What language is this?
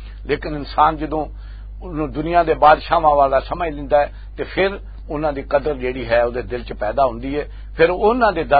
Western Panjabi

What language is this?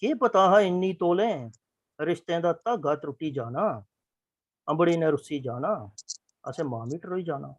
Dogri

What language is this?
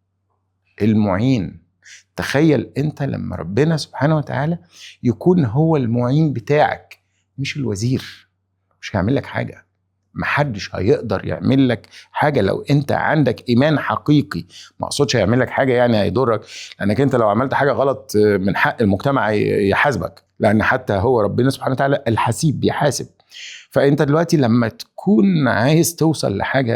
Egyptian Arabic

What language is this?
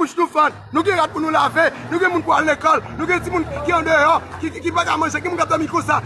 Haitian Creole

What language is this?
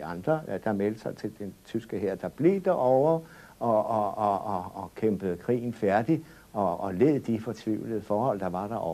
Danish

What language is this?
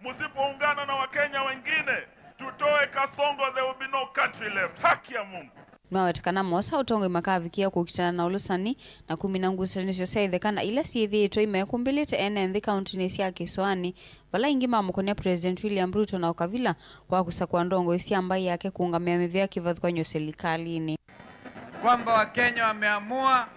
Kamba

